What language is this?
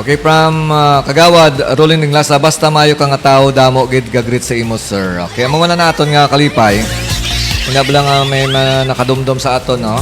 Hiligaynon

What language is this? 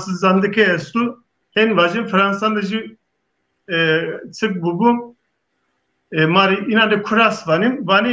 Zaza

